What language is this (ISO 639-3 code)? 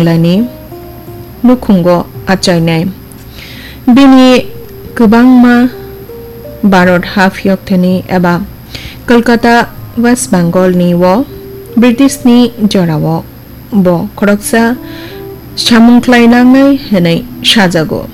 trp